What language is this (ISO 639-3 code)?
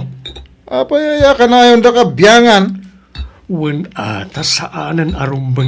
ilo